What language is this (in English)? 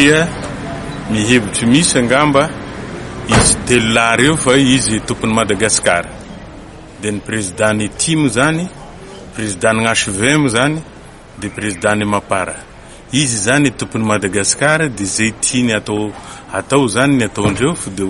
Malagasy